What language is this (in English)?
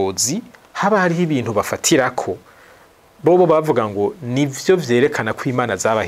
Rundi